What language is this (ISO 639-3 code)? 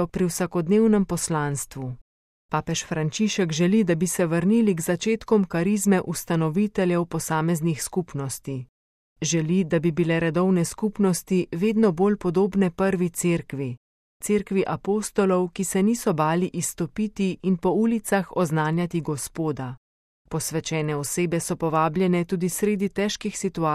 slv